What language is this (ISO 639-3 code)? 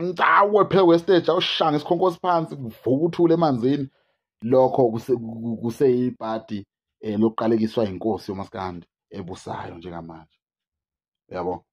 zul